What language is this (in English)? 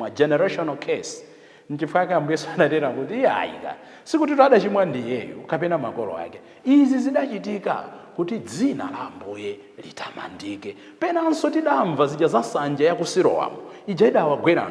Nyanja